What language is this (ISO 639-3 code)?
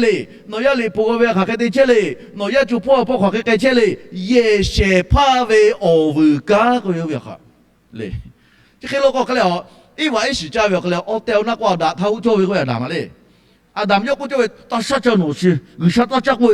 lhu